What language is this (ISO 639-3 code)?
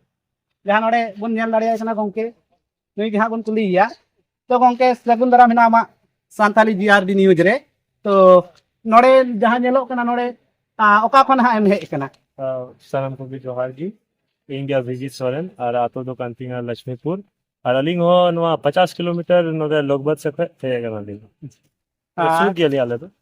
sat